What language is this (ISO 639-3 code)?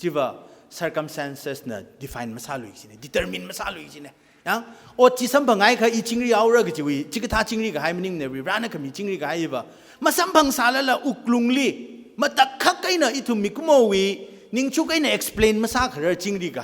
nmf